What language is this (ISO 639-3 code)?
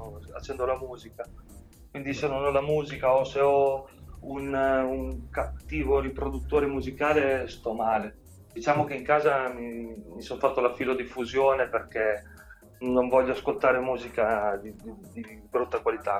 ita